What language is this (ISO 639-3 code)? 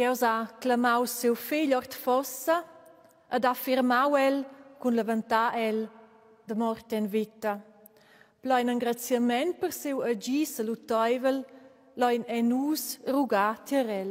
roh